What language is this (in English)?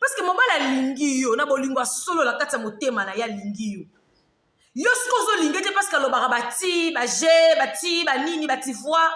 Lingala